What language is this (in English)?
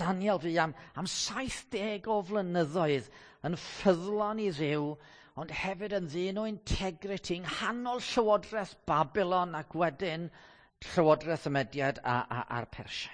Welsh